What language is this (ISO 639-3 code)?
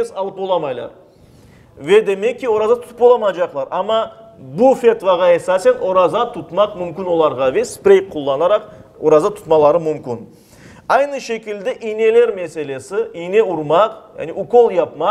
crh